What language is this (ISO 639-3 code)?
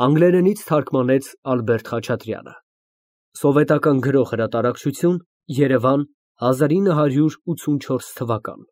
hye